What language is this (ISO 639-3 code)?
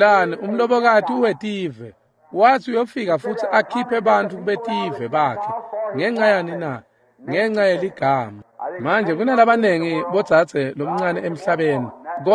ssw